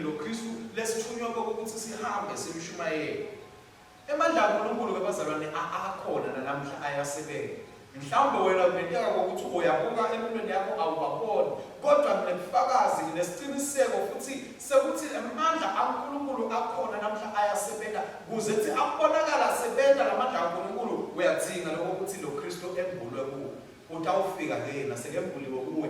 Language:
Swati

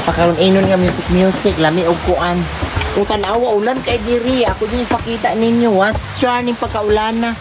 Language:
Cebuano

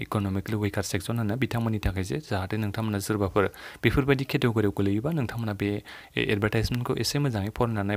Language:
Bodo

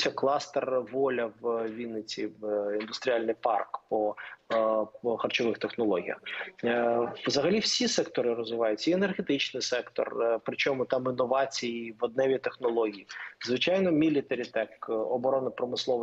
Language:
Ukrainian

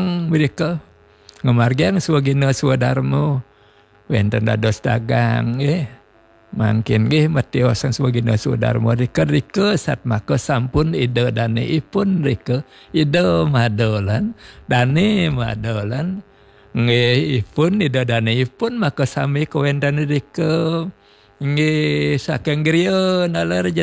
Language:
Balinese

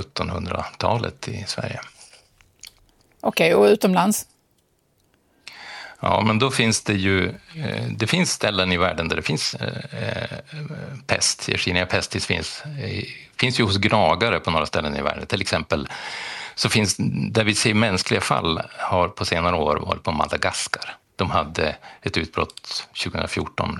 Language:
Swedish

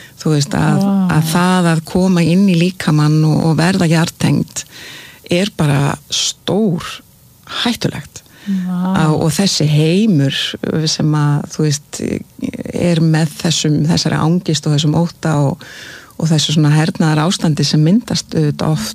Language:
Icelandic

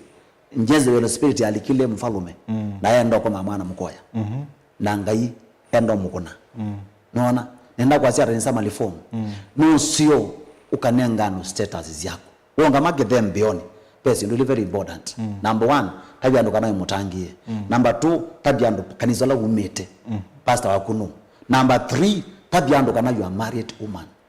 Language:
Kamba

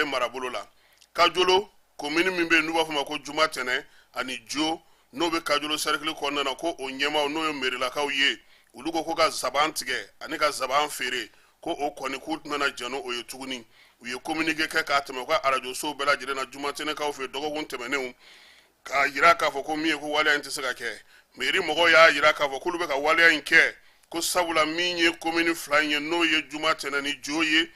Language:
Bambara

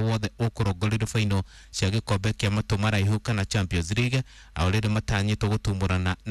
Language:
Kikuyu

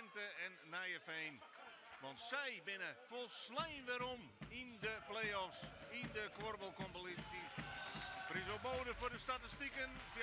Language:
Western Frisian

